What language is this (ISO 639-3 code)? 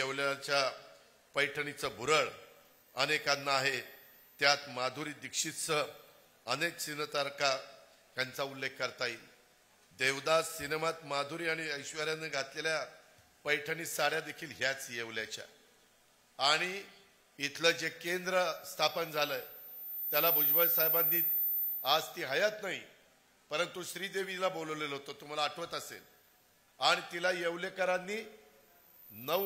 mar